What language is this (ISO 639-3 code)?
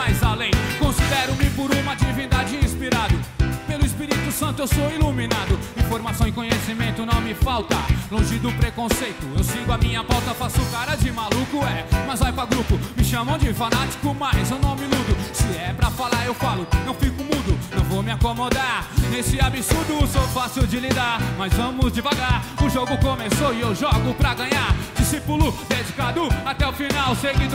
por